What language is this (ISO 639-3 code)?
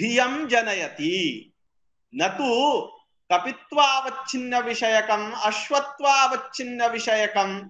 san